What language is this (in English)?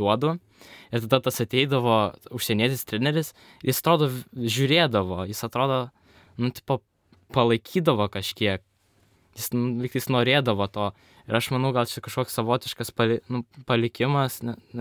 Lithuanian